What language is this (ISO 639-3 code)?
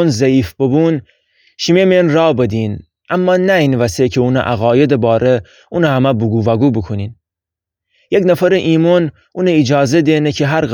glk